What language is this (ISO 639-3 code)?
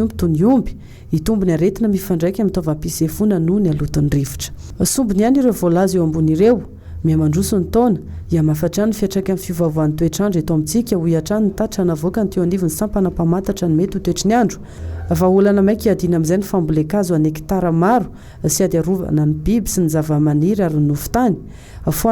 mlg